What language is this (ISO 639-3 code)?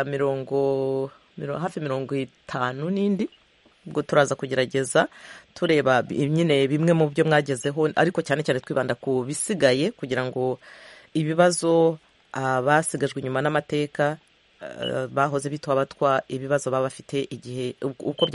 kin